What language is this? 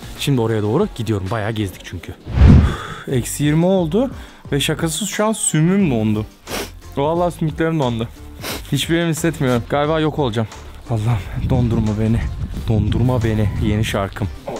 Turkish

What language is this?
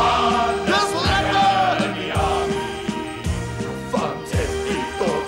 Afrikaans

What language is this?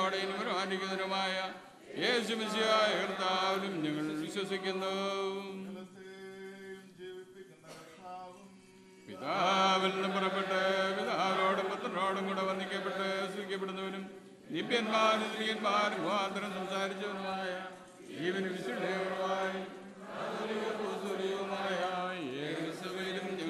Malayalam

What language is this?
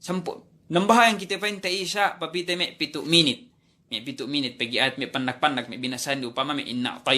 Yakan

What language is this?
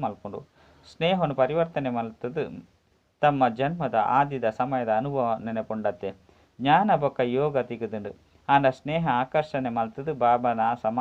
Tulu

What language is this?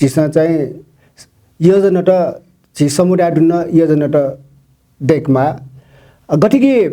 Newari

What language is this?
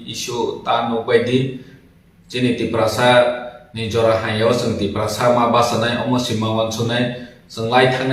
Kok Borok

